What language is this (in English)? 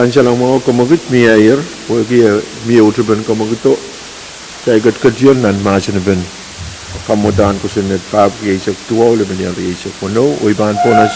Pohnpeian